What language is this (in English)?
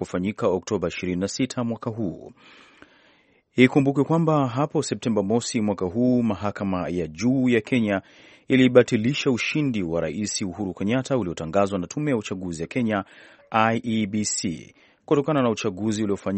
Swahili